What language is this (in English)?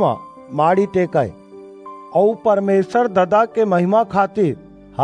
Chhattisgarhi